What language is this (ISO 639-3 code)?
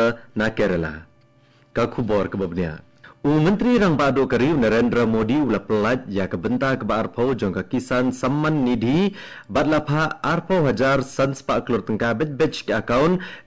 kha